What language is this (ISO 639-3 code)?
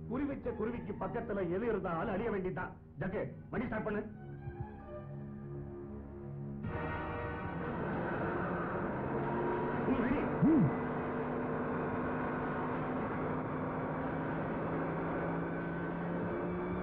tam